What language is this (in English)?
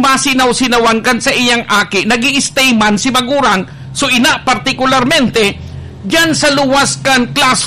Bikol